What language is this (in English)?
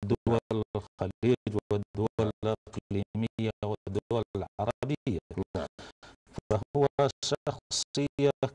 Arabic